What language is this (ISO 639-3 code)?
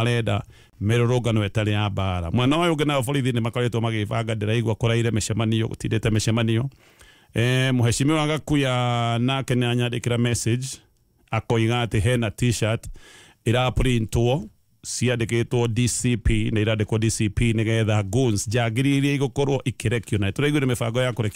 kik